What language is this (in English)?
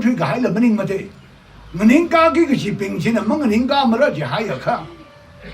Tangkhul Naga (India)